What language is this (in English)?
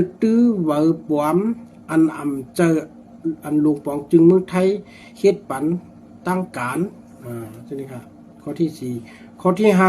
Shan